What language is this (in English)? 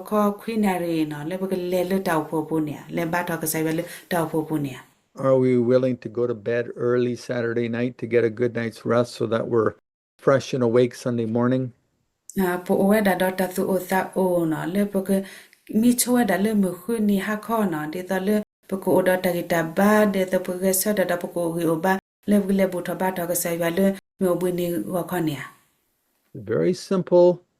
S'gaw Karen